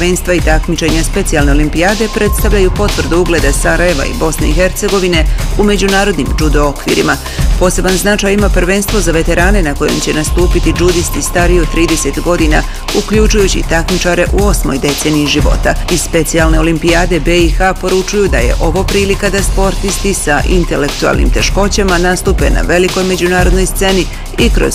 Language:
Bosnian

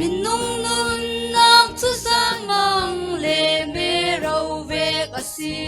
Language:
Falam Chin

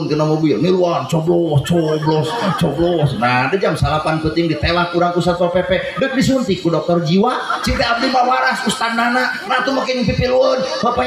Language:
Sundanese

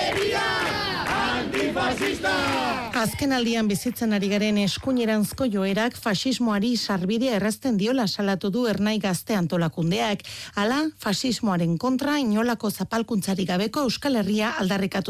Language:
Basque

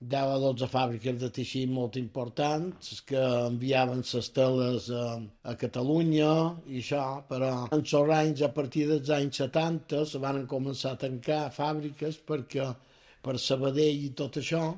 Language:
Catalan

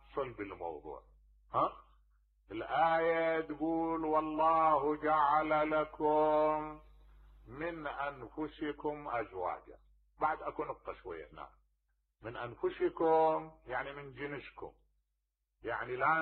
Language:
Mesopotamian Arabic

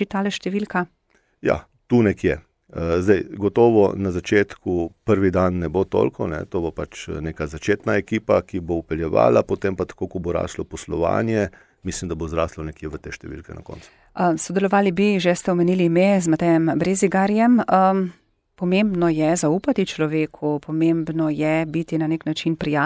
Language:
Slovenian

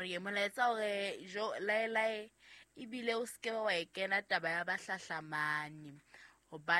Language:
Southern Sotho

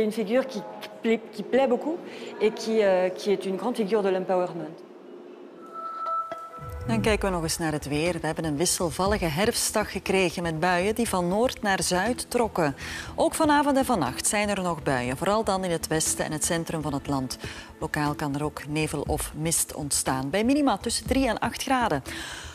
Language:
Dutch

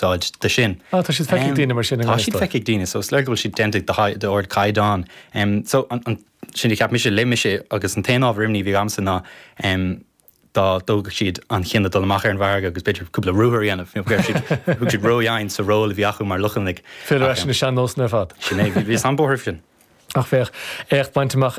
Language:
Irish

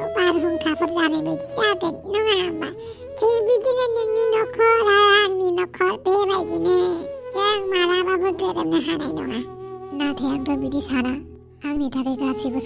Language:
Bodo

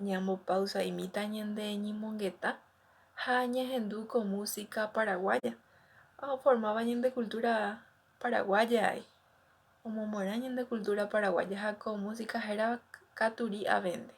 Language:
Guarani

